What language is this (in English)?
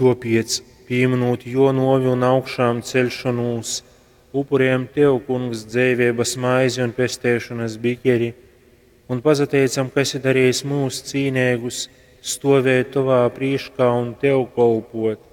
Latgalian